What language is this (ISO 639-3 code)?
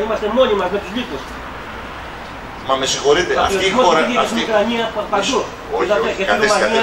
ell